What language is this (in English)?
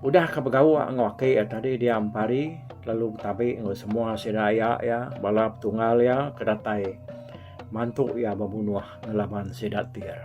Iban